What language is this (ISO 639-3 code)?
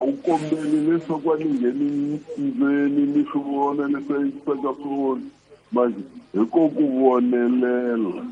tso